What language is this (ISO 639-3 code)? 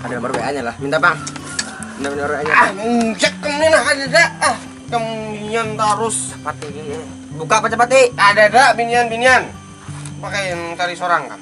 bjn